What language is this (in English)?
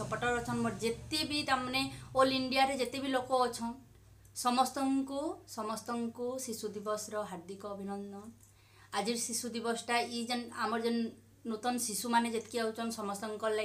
Sambalpuri